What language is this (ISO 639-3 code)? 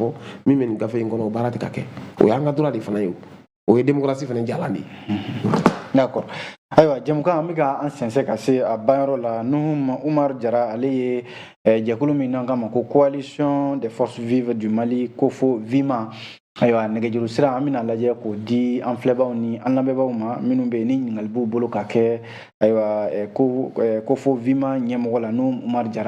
bam